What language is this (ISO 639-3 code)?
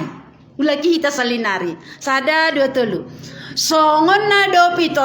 bts